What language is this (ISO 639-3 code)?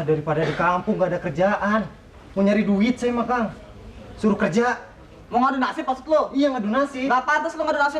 bew